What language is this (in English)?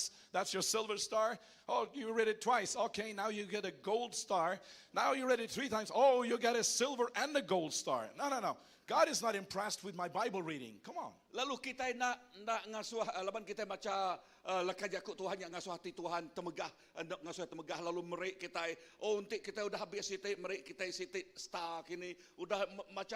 Iban